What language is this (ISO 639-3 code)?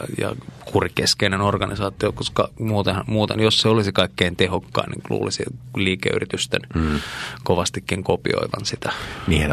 fin